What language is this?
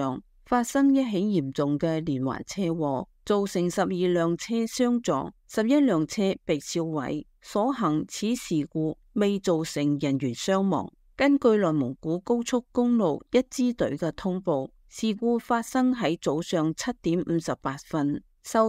Cantonese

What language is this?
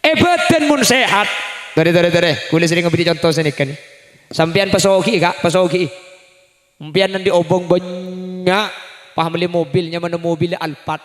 Madurese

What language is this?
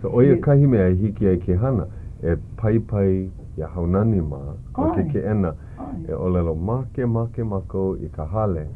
Hawaiian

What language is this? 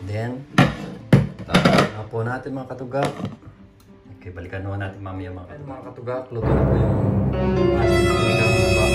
Filipino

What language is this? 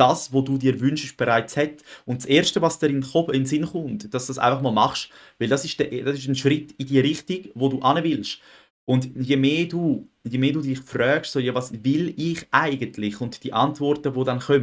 Swiss German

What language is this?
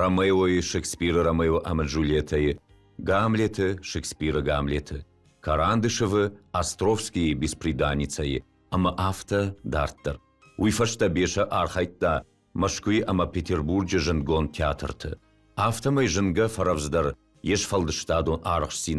Ossetic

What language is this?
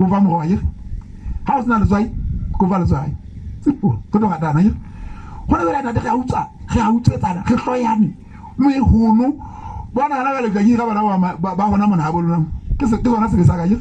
Southern Sotho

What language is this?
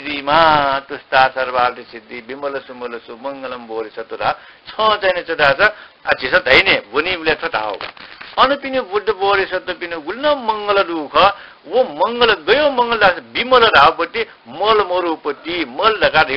Newari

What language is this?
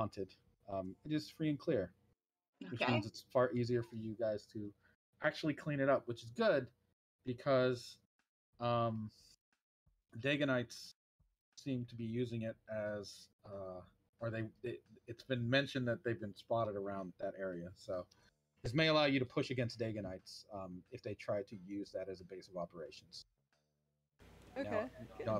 English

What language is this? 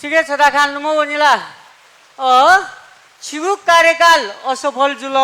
Newari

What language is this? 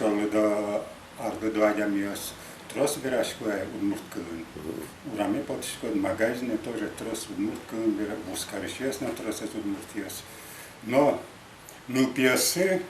Udmurt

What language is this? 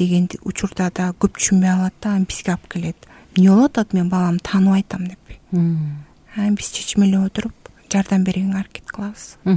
Kyrgyz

